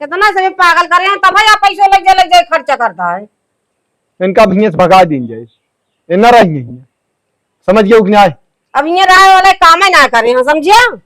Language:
Awadhi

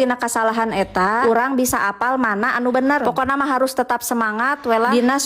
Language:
Sundanese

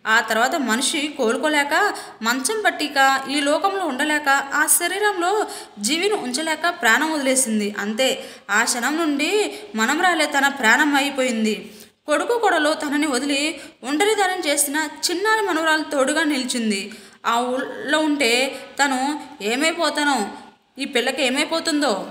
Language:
Telugu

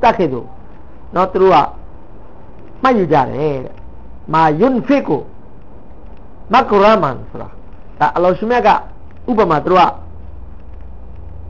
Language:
Burmese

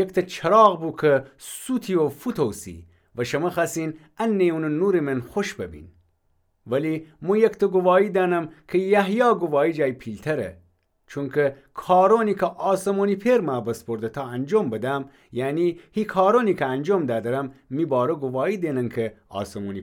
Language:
Gilaki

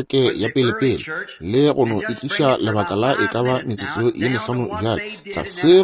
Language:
Northern Sotho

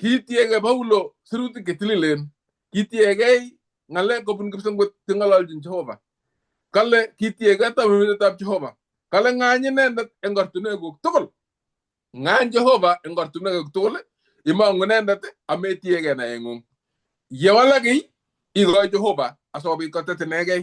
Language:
Kalenjin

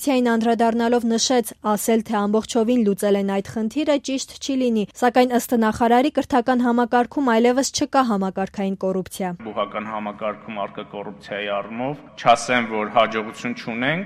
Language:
Armenian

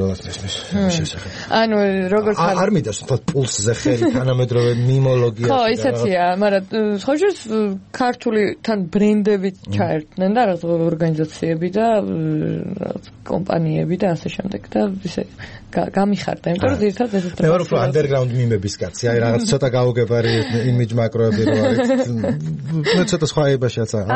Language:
Georgian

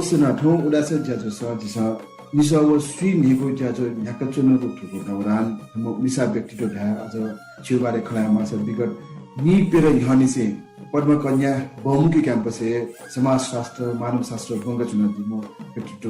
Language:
Newari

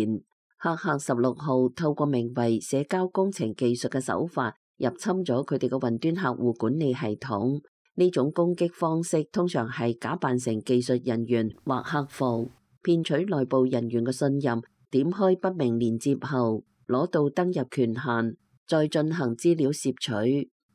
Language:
Cantonese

